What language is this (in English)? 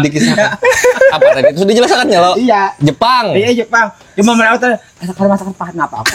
Banjar